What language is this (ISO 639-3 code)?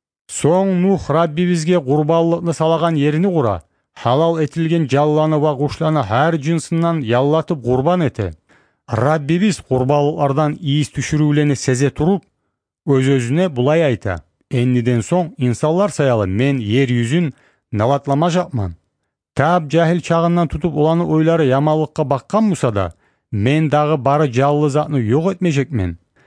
kum